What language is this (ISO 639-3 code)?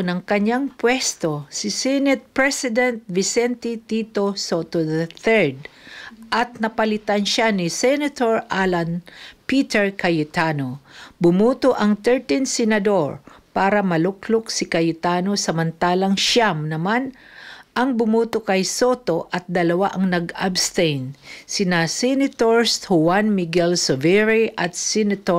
fil